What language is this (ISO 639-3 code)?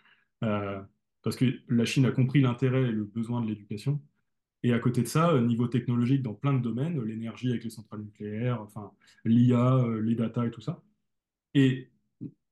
fra